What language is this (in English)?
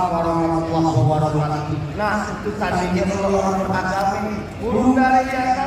Betawi